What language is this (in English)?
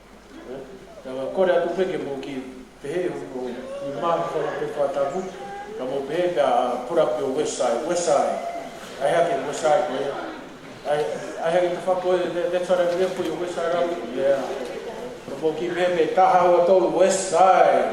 Tongan